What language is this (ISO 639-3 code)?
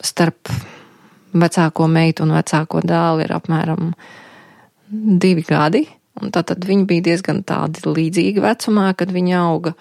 lav